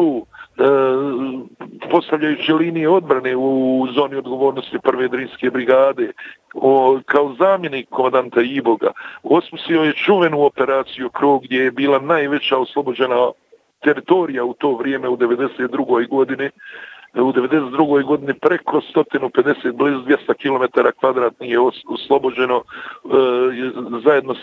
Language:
Bosnian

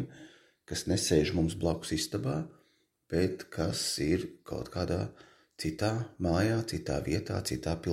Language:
Latvian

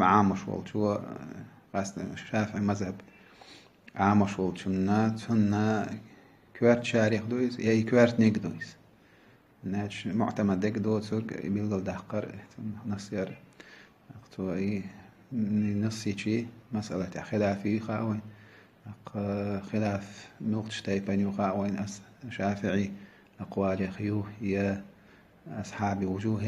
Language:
Chechen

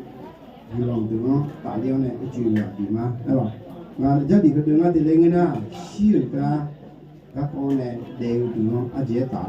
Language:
Akha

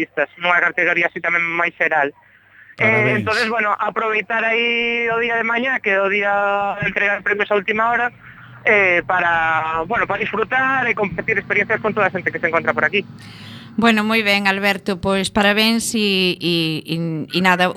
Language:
Galician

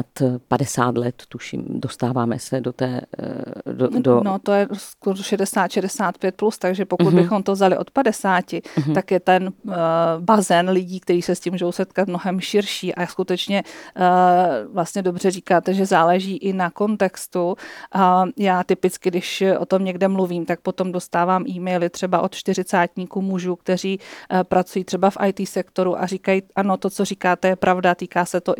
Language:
Czech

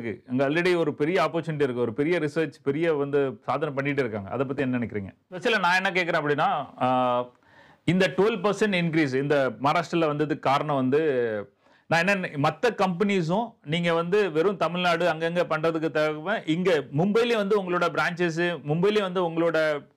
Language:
Tamil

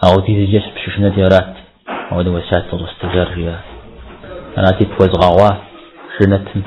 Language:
Kabardian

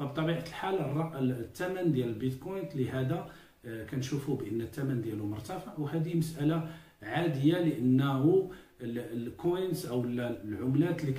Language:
Moroccan Arabic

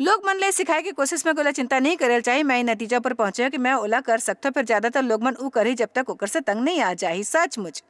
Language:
Chhattisgarhi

